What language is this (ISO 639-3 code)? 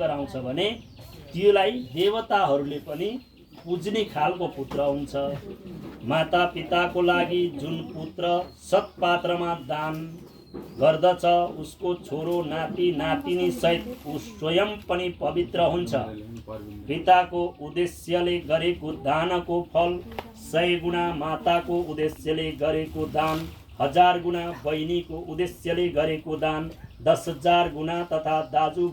nep